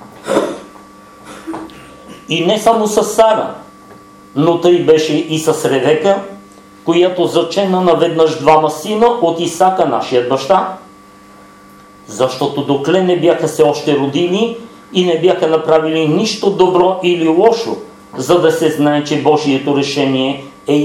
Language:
Bulgarian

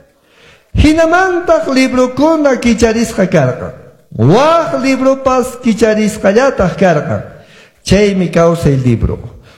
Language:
Quechua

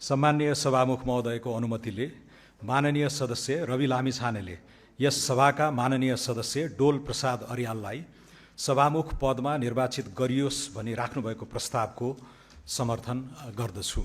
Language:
Nepali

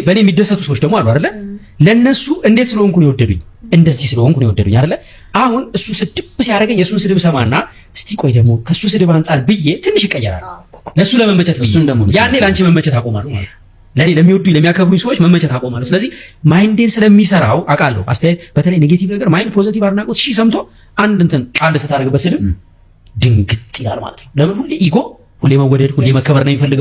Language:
Amharic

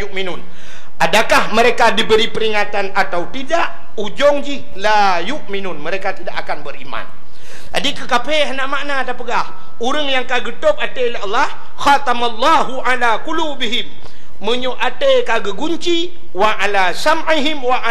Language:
Achinese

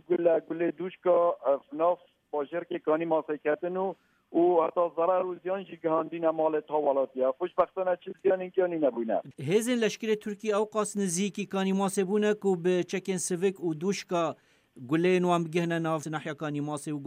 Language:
Kurdish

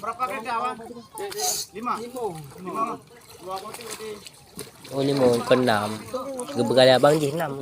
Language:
Achinese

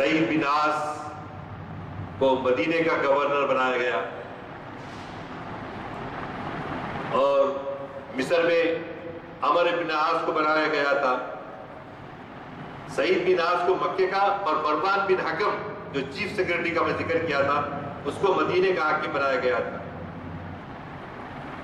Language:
Urdu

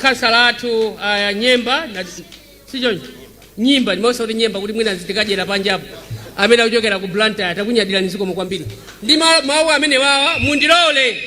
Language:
Nyanja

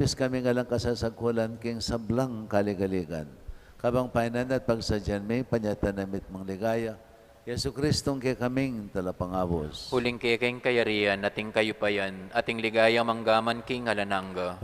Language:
Pampanga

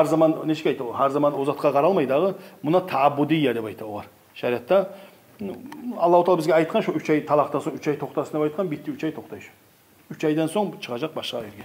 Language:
Kumyk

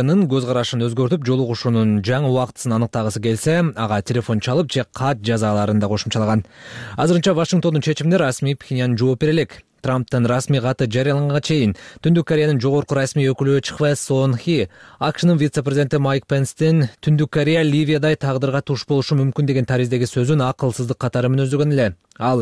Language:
Kyrgyz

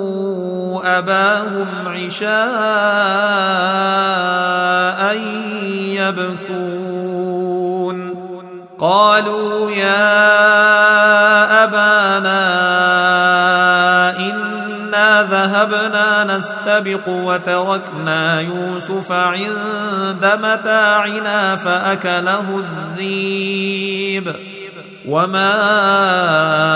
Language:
Arabic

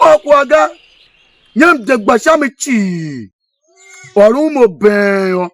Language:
Tiv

